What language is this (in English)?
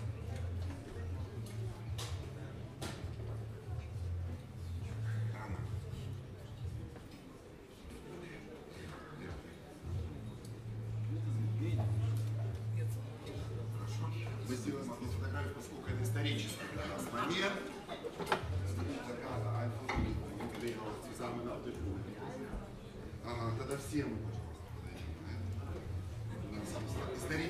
Russian